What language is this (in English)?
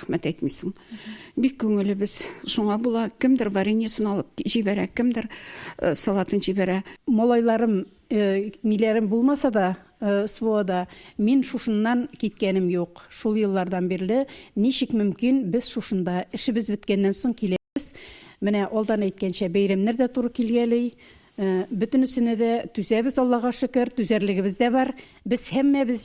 Tatar